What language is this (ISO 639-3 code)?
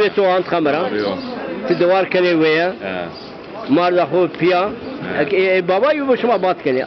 zza